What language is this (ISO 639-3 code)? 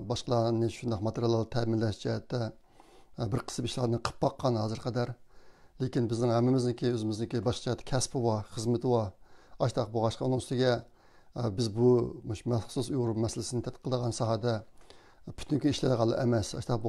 uig